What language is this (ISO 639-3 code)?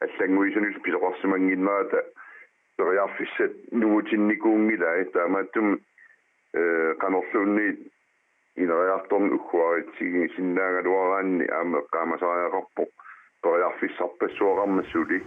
kal